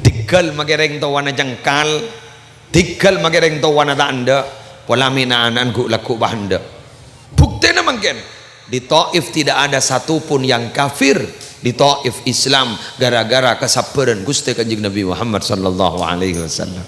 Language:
Madurese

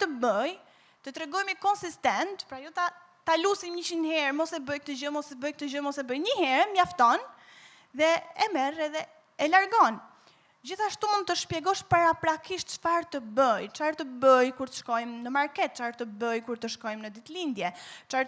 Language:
Albanian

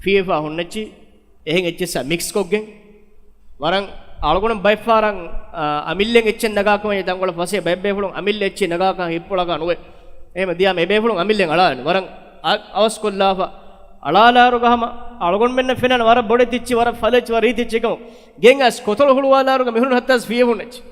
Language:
Divehi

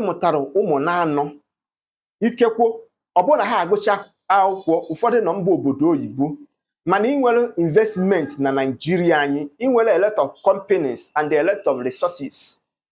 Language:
Igbo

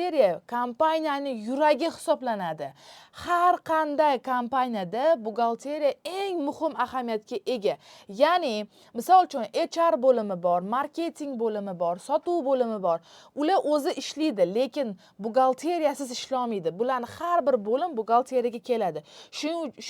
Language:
Uzbek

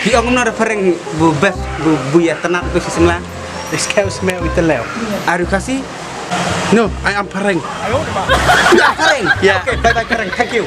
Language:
Khasi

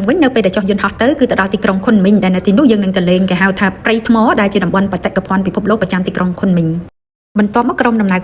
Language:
Khmer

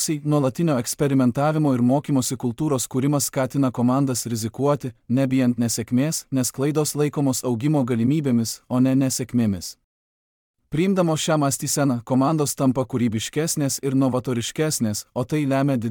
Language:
Lithuanian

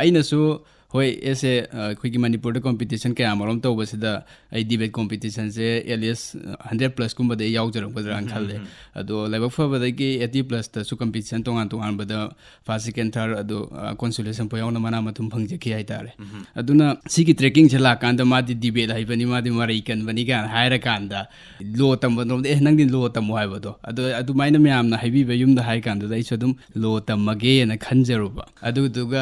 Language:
Manipuri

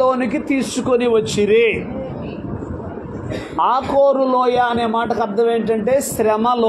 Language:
Telugu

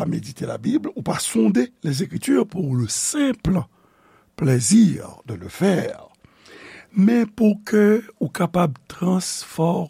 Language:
Haitian Creole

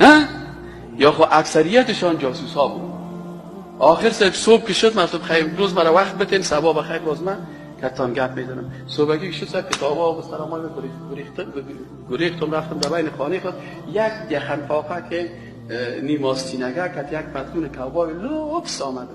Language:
Persian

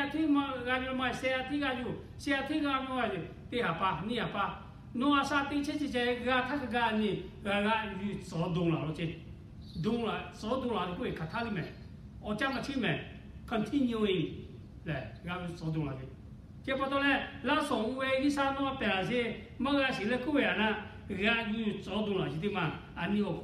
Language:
Lahu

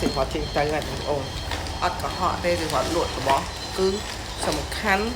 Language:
Khmer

